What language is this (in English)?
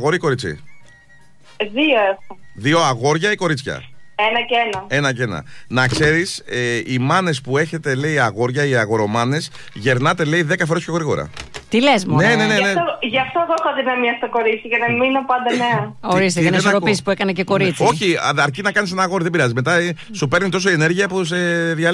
Greek